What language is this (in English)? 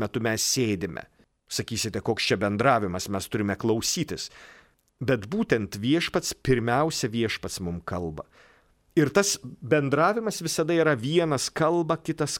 Lithuanian